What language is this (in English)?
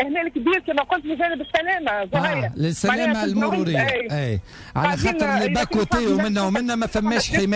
Tunisian Arabic